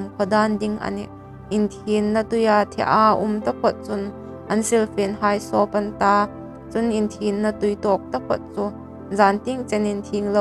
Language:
Hmar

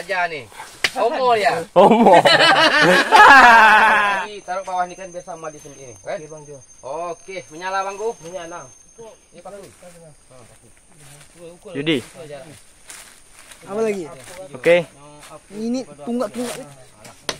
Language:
Malay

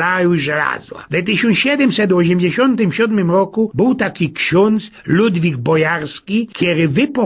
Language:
Silesian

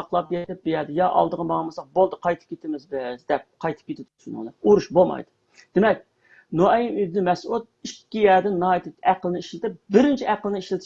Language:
Uyghur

